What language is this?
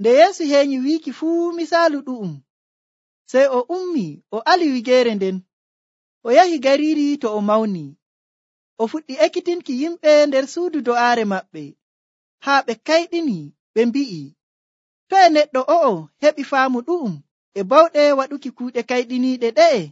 Nigerian Fulfulde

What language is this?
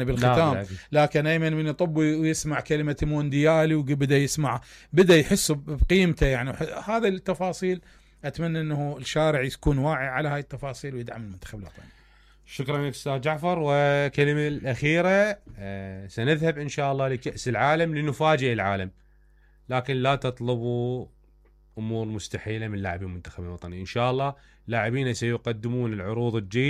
Mesopotamian Arabic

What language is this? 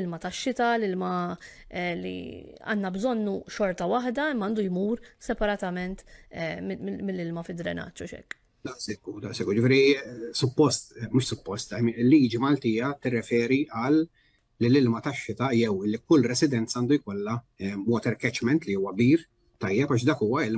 Maltese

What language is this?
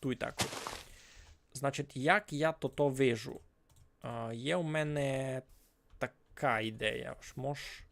Rusyn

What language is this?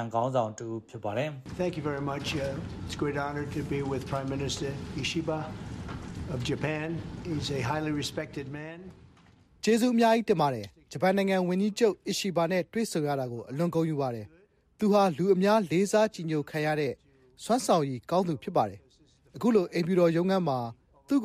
Burmese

